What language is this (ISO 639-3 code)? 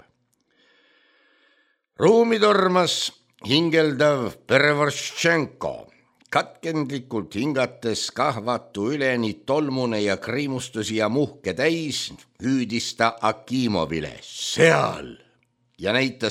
est